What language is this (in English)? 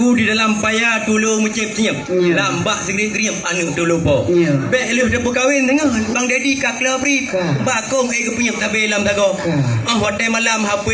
Achinese